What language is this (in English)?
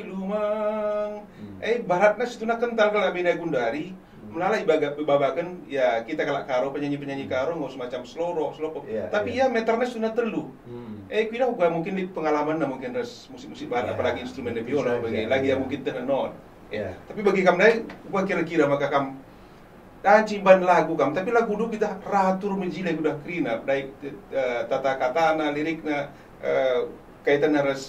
Batak Karo